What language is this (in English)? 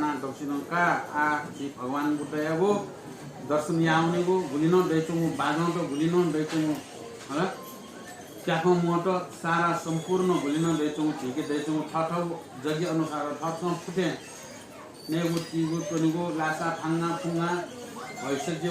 Newari